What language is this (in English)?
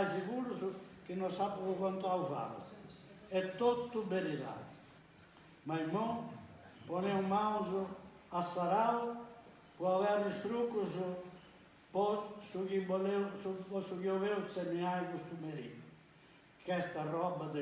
Sardinian